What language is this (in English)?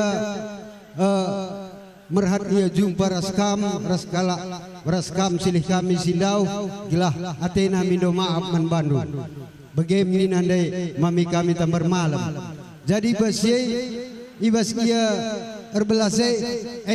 Batak Karo